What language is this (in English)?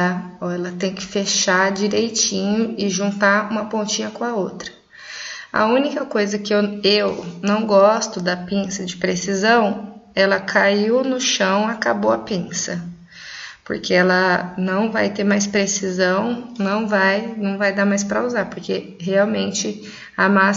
Portuguese